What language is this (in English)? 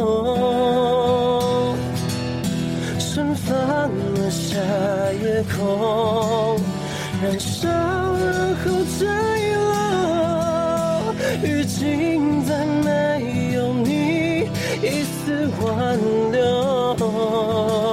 Chinese